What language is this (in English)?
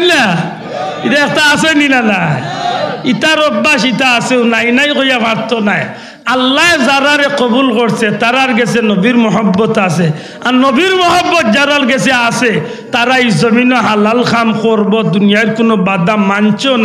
Sylheti